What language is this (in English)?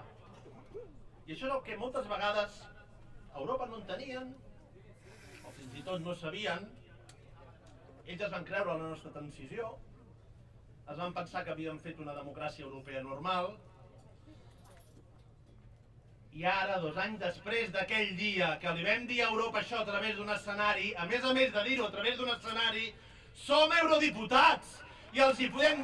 Catalan